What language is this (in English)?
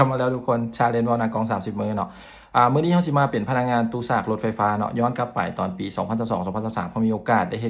Lao